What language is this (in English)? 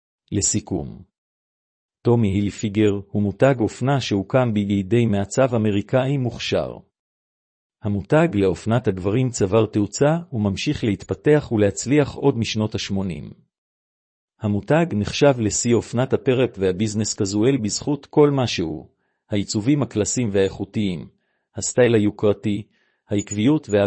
Hebrew